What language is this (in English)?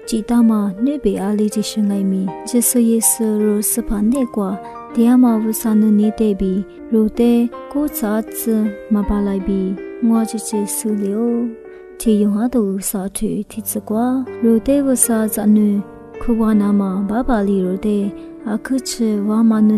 Lisu